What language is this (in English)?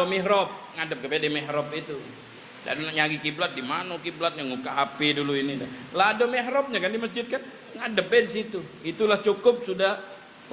Musi